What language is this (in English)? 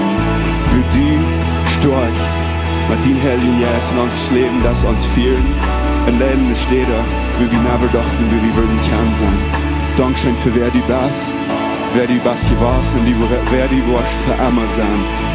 Plautdietsch